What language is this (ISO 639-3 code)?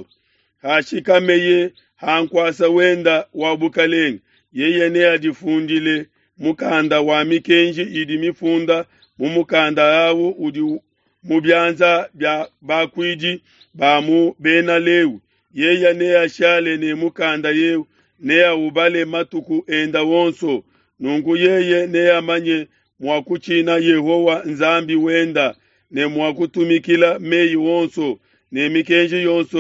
lua